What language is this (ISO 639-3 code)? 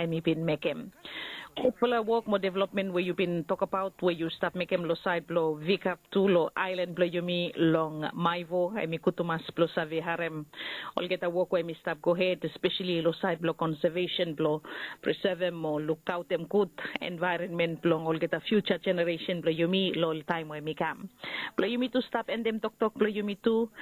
bis